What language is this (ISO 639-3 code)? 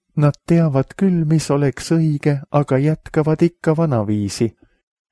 est